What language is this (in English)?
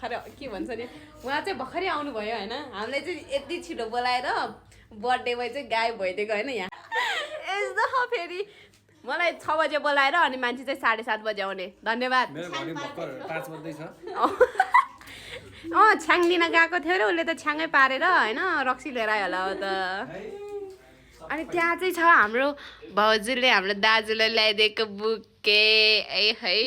Nepali